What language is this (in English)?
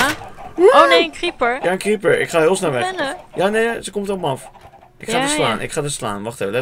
Dutch